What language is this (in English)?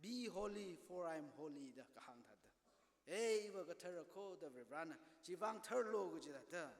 Tangkhul Naga (India)